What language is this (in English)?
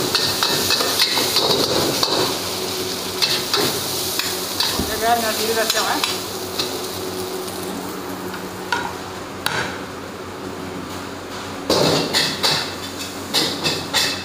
Malay